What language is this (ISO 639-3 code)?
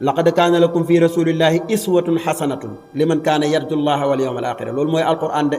wol